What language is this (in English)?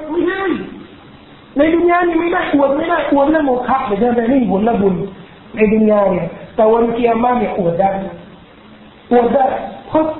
Thai